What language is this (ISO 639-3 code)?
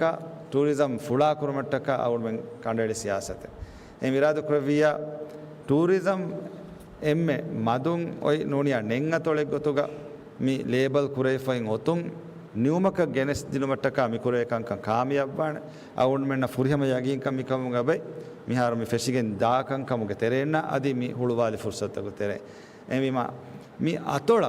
div